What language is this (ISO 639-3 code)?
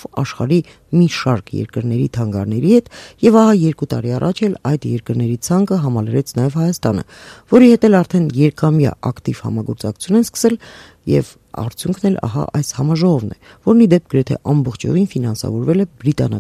hye